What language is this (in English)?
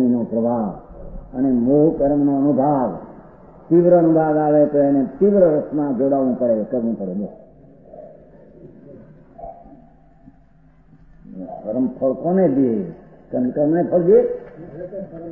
Gujarati